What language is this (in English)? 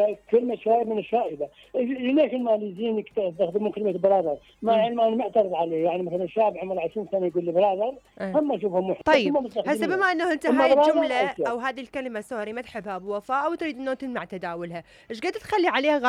Mesopotamian Arabic